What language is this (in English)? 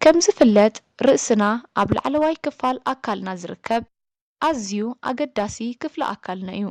Tigrinya